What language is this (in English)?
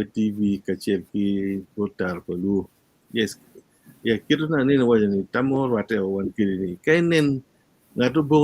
Acoli